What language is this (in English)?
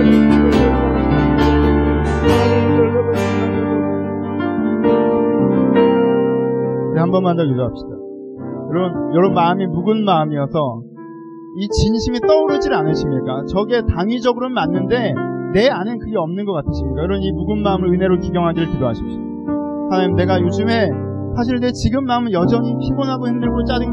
Korean